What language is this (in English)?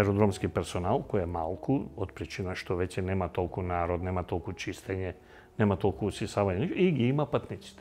Macedonian